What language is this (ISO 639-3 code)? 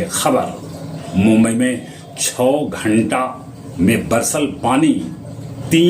mag